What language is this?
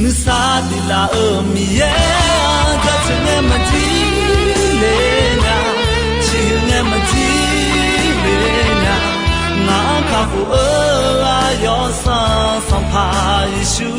Akha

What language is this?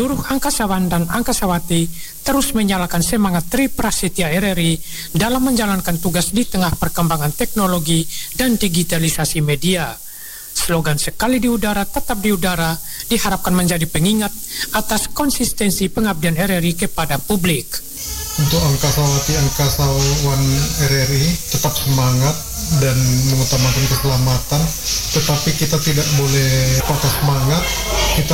Indonesian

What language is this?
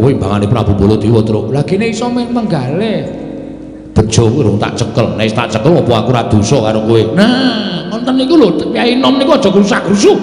Javanese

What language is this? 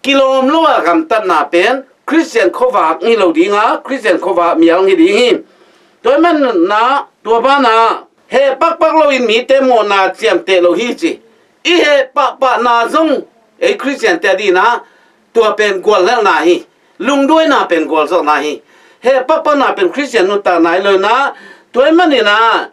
Tedim Chin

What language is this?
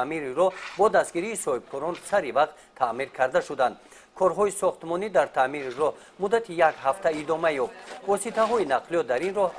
Tajik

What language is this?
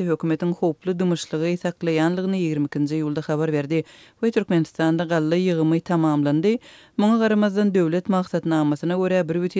Turkmen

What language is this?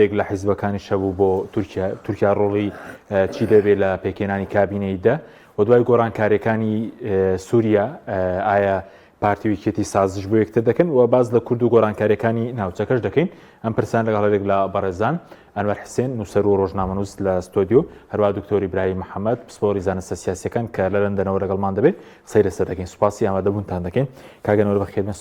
Central Kurdish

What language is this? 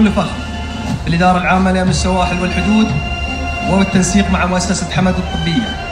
Arabic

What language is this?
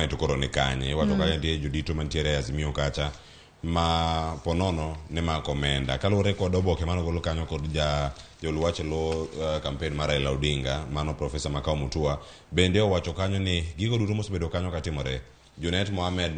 Luo (Kenya and Tanzania)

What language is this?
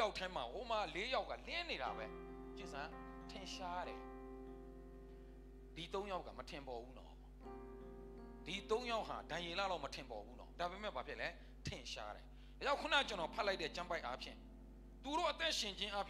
Burmese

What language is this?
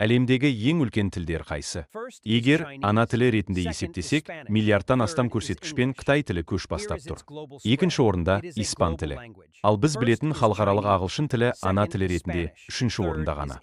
Kazakh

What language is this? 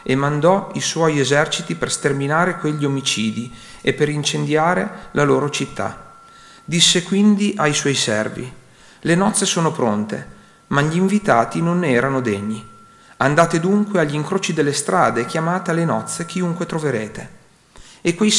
Italian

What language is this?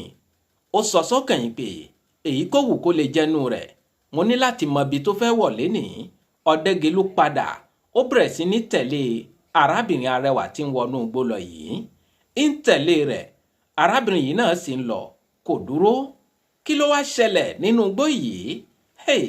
Yoruba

